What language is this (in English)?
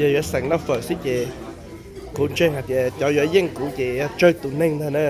Hmong